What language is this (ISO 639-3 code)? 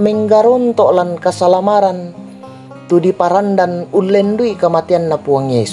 sda